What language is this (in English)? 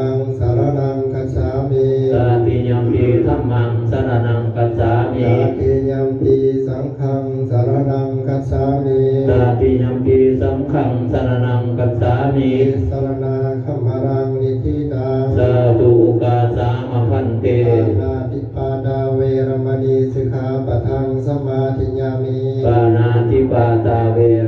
Pali